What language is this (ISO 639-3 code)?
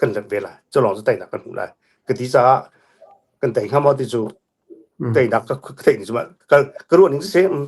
cnh